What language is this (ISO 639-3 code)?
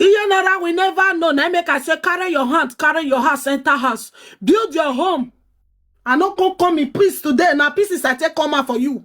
pcm